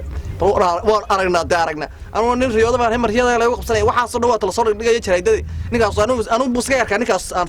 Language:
Somali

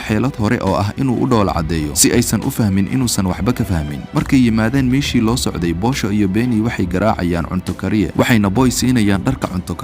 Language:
Somali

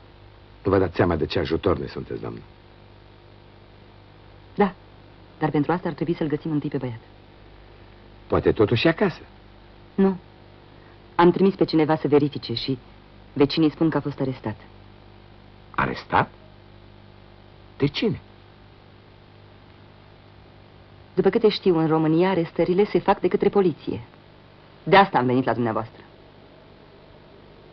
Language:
Romanian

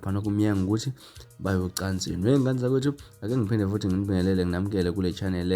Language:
Zulu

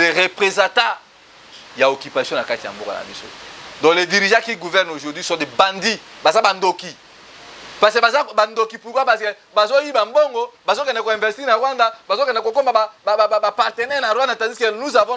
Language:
Lingala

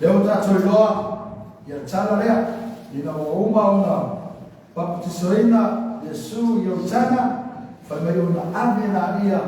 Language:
Samoan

